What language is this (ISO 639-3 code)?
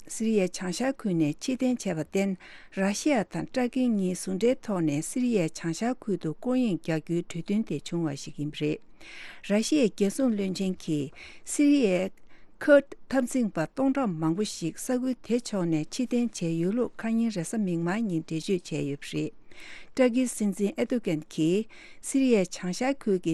bod